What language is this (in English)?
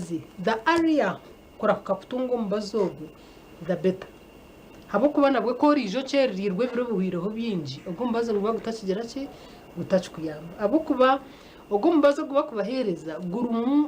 Nyankole